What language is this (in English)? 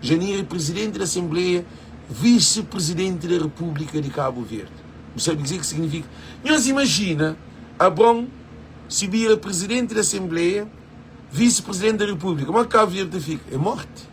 Kabuverdianu